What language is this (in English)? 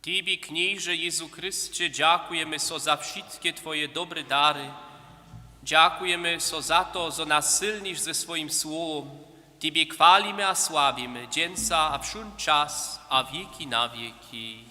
Upper Sorbian